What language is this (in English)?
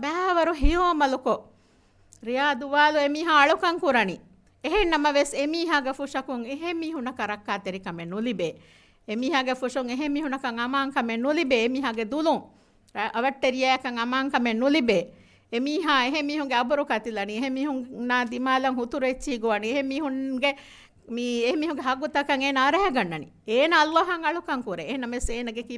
Divehi